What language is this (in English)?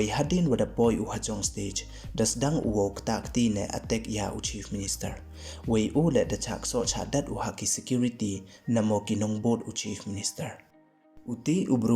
Pnar